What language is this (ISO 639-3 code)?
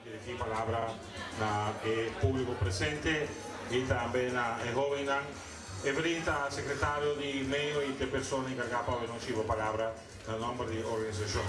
pap